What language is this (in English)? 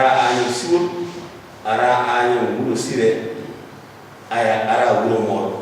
Fula